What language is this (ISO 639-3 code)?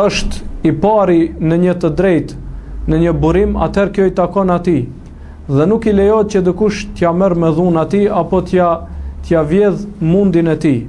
sqi